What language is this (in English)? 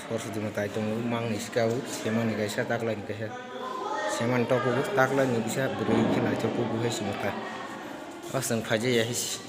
Kok Borok